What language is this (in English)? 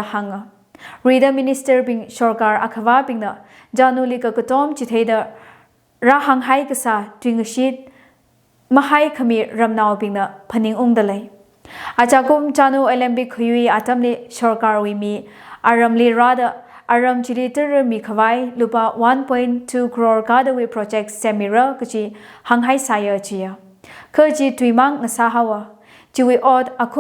Tangkhul Naga (India)